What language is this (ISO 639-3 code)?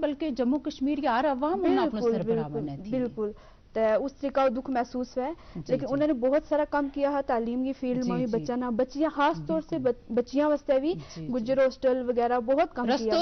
gju